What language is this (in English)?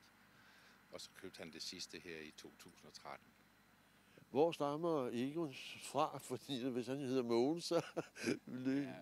Danish